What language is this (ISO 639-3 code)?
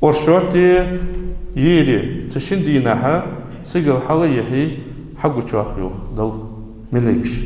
inh